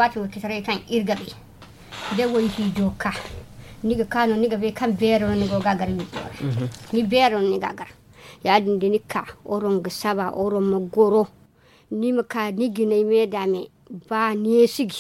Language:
Zarma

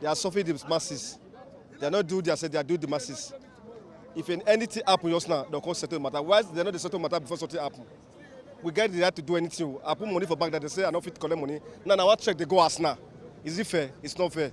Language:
Nigerian Pidgin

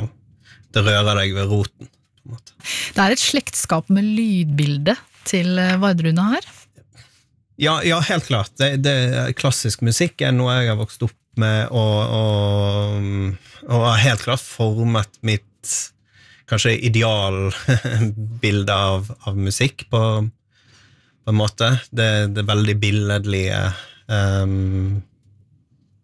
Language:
Norwegian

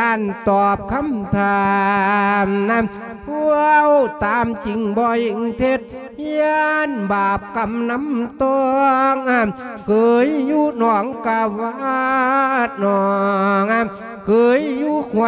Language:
Lao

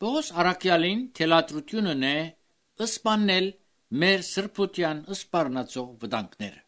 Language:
Armenian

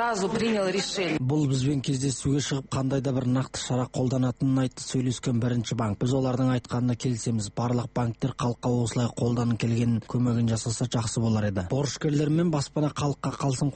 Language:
Kazakh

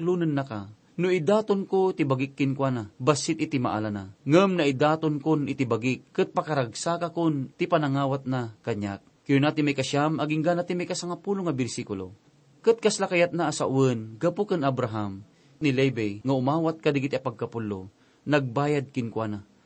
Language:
Iloko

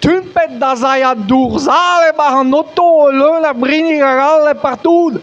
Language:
Breton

